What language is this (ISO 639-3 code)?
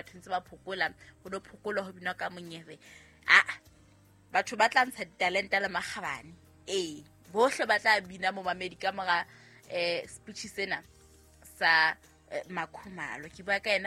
sot